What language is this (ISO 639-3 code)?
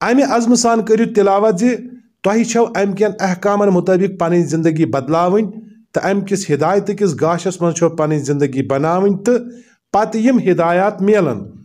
kas